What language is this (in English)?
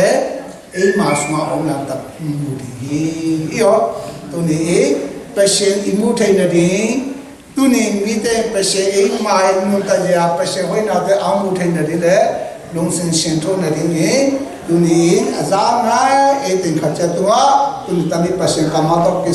Tedim Chin